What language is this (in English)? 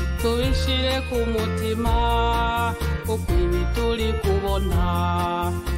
Kinyarwanda